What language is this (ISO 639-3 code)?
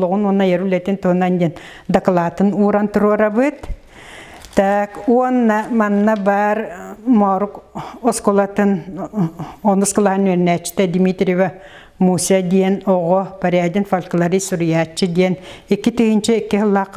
sah